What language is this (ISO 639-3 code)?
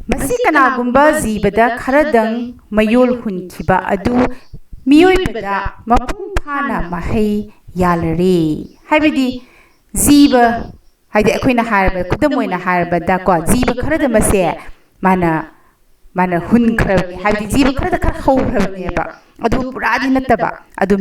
mni